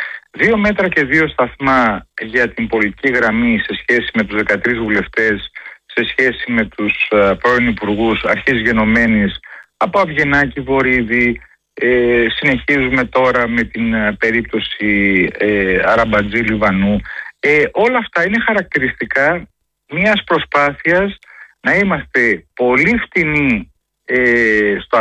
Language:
Greek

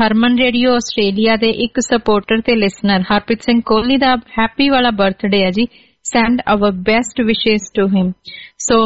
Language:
Punjabi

